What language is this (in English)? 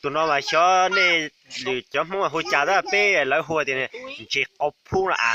Hmong